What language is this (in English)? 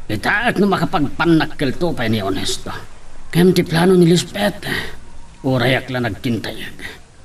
Iloko